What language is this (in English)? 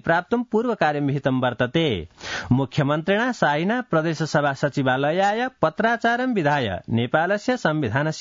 Sanskrit